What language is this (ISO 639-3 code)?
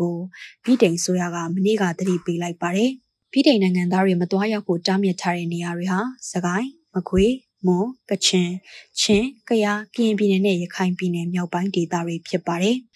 mya